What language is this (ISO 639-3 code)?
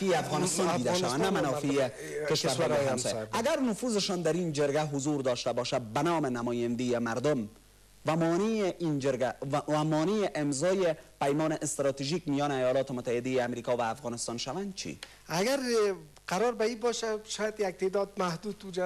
fas